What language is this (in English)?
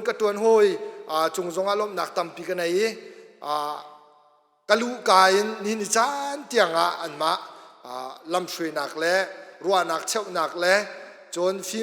Hakha Chin